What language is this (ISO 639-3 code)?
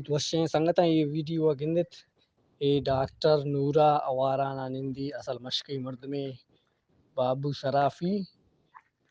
bgp